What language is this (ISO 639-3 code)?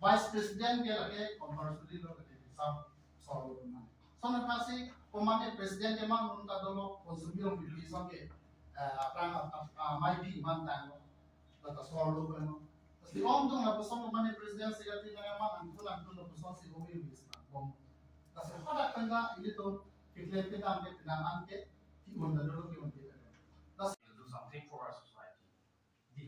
mjw